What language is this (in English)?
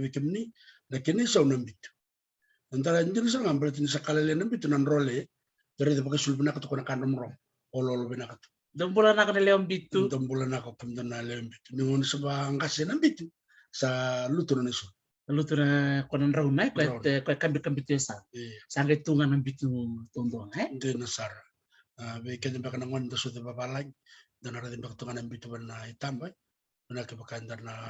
Fijian